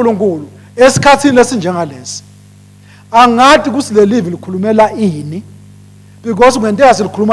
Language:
Swati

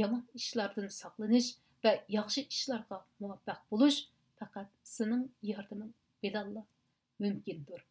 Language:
Uyghur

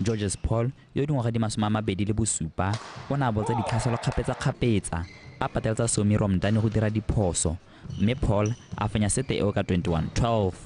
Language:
Tswana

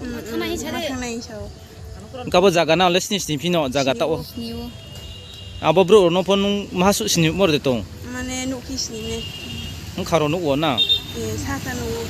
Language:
Riang (India)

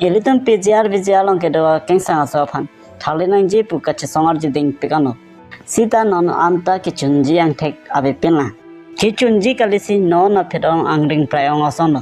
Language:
Karbi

